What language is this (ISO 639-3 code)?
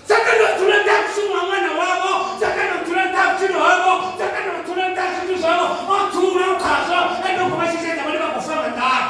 ven